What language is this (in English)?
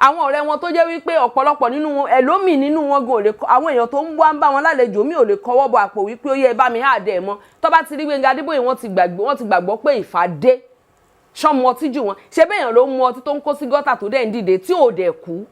Yoruba